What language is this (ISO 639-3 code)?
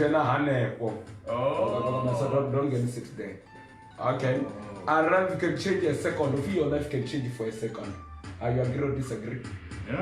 ven